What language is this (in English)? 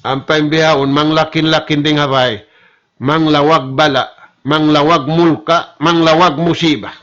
Tausug